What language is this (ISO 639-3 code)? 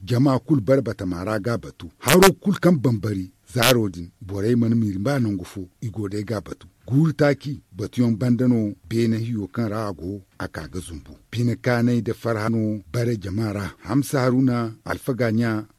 dje